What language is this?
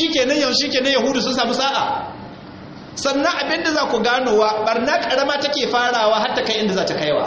Hausa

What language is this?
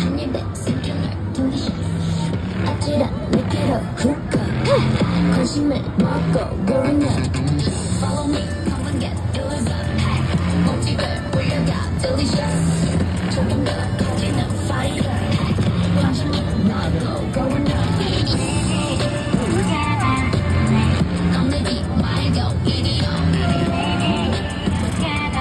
Korean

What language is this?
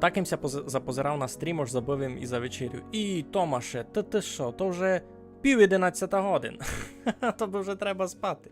Rusyn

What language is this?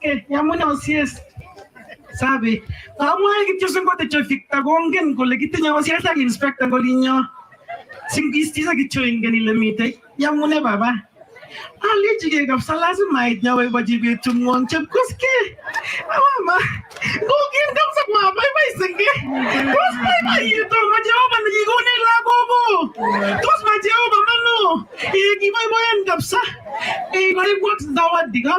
Kalenjin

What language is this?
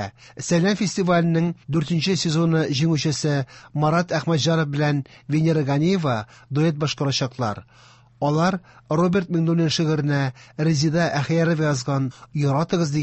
Tatar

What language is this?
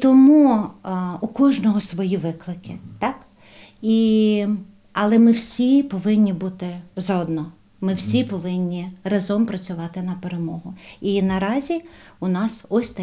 Ukrainian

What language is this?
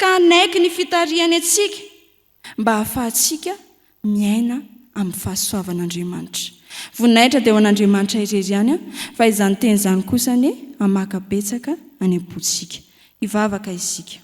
Malagasy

